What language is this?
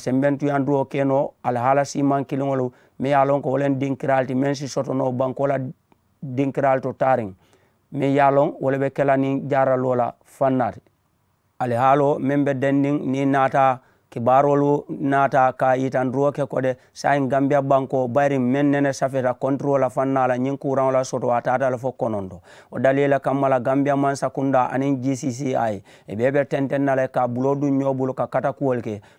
Mandingo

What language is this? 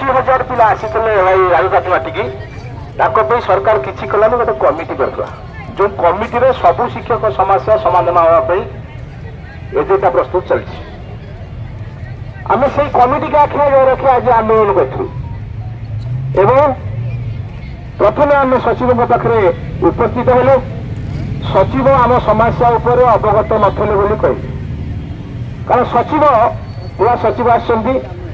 Odia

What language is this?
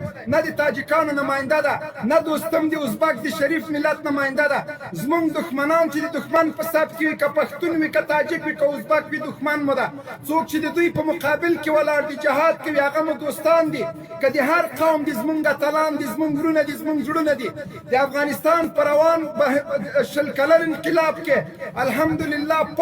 Pashto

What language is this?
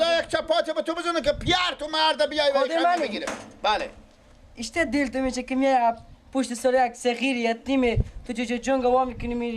Persian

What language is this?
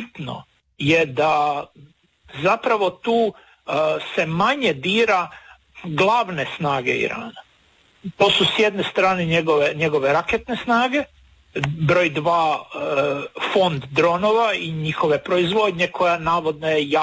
Croatian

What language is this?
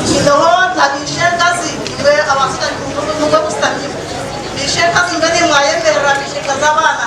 Nyankole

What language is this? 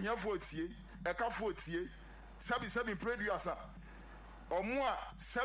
Akan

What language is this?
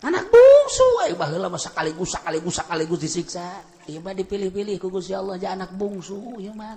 Sundanese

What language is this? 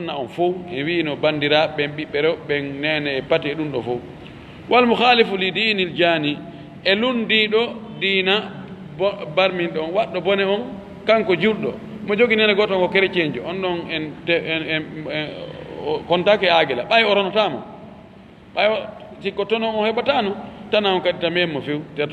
Fula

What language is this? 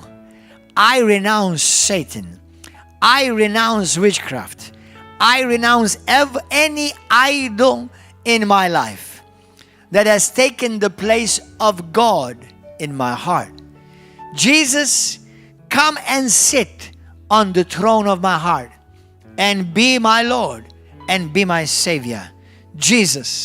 English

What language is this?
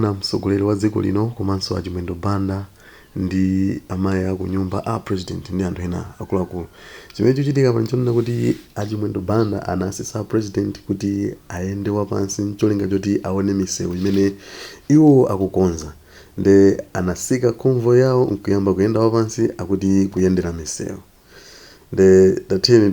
Nyanja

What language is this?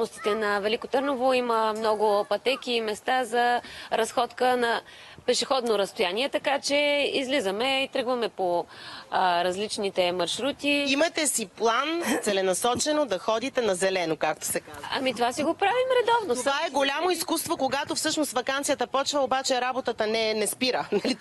Bulgarian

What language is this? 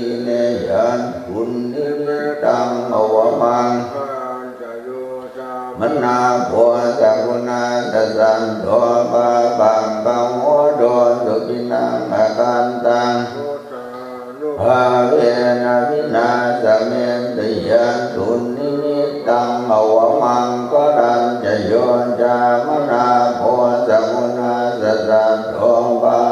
Pali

